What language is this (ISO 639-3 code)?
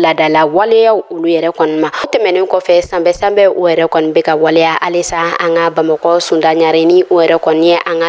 bam